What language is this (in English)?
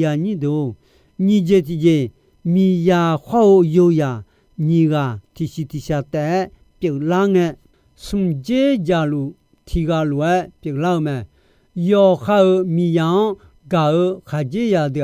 Akha